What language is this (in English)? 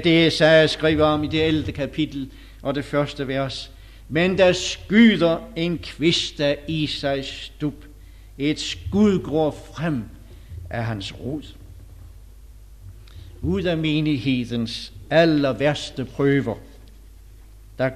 Danish